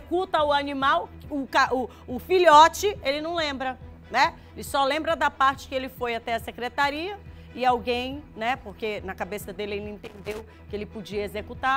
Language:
Portuguese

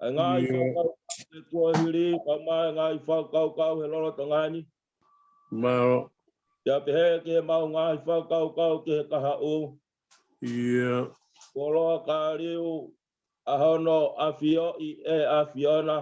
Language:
Tongan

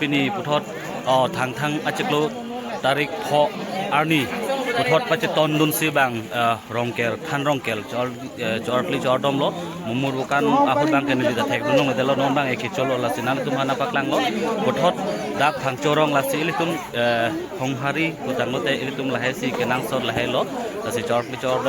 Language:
Karbi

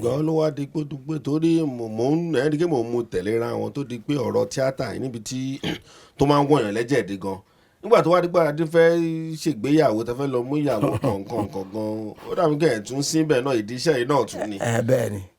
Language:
Yoruba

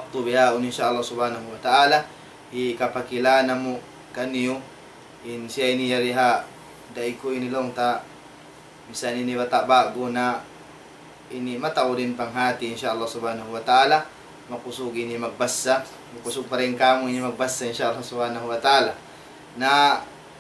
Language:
Tausug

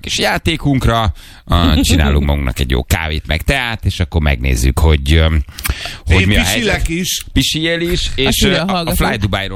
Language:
Hungarian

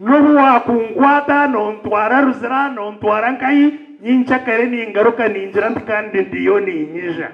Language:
Nyankole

